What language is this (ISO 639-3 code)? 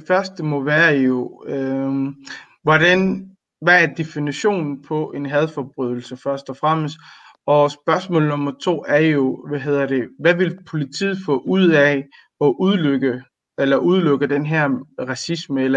dan